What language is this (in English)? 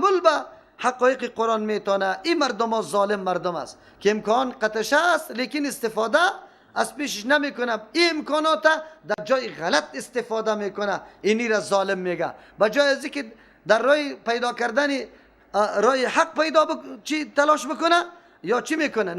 Persian